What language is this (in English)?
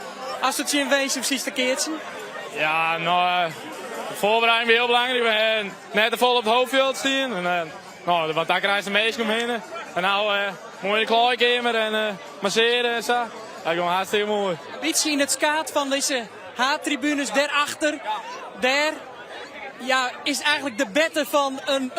Western Frisian